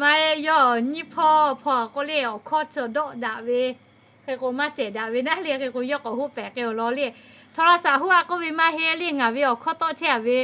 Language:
Lahu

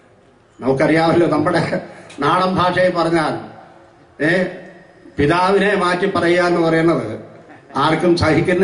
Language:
Malayalam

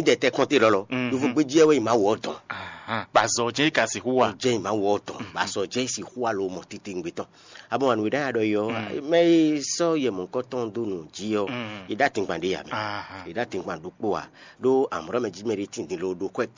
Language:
Fon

